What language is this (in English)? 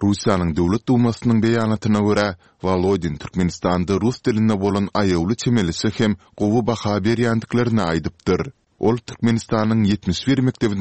Turkmen